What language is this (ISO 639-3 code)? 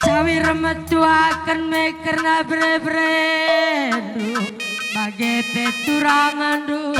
btx